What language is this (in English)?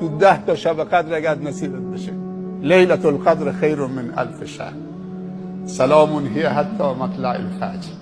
Persian